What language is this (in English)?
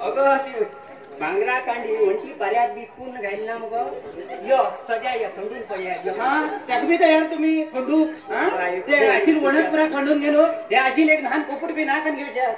Konkani